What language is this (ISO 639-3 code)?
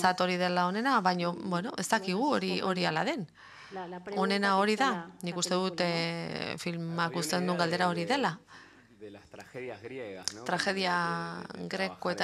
eus